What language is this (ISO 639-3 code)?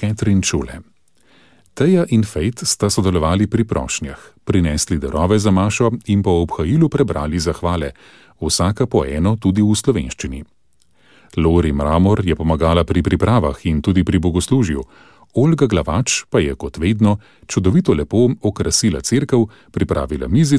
slv